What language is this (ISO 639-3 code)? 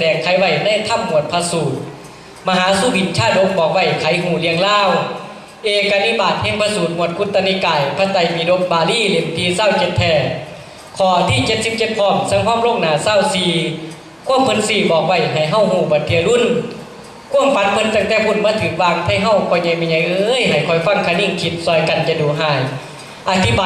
tts